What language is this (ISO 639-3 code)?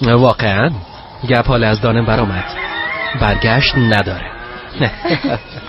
fas